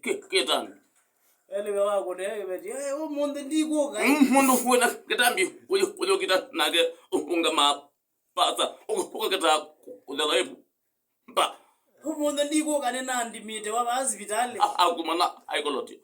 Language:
Kamba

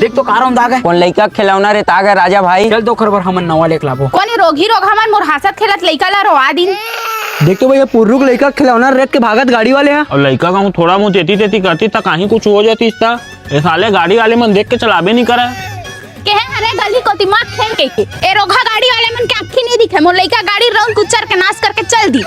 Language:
Chhattisgarhi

